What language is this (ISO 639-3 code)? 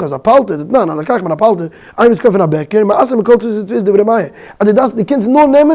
yid